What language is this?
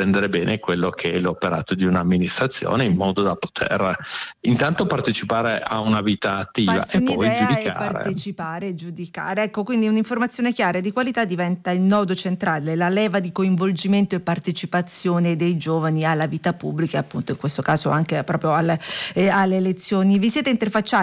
Italian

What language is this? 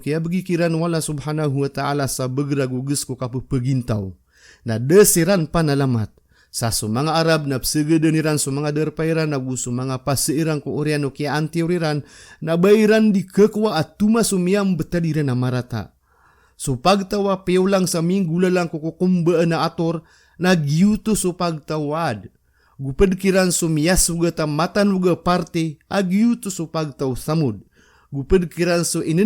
Maranao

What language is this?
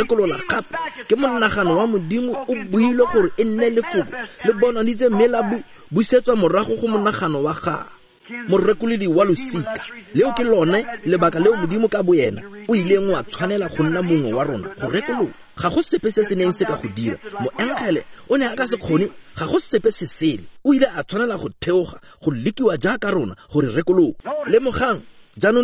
Tswana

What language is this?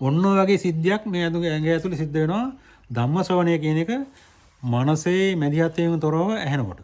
Sinhala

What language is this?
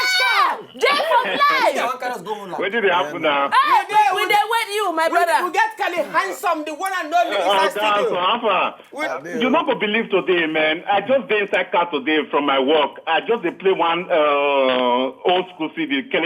Nigerian Pidgin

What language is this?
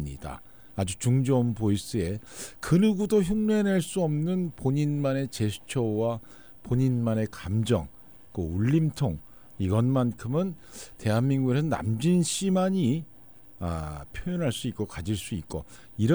Korean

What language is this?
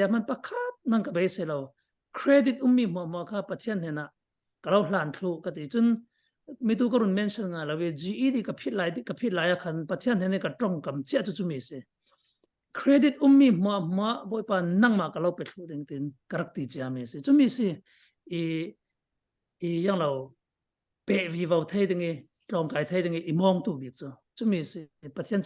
Falam Chin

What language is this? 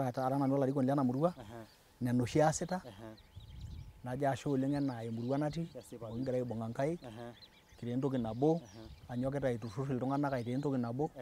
Masai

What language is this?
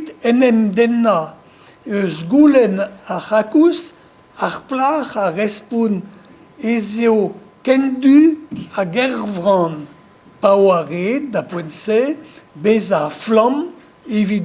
Breton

